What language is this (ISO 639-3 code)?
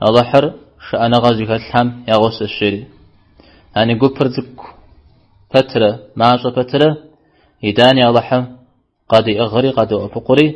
kbd